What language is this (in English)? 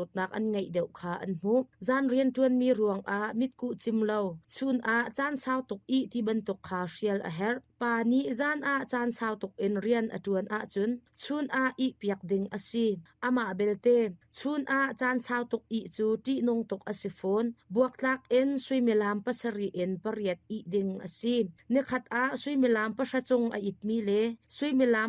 Hakha Chin